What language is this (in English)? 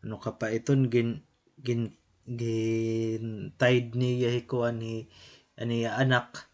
Waray